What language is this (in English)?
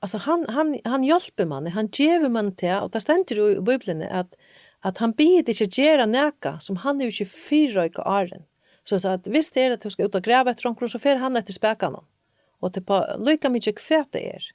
Faroese